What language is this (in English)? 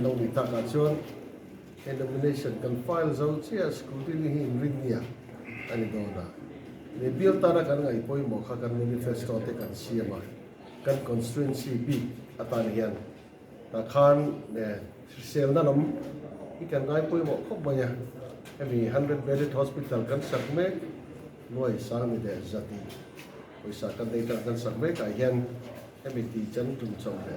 Mizo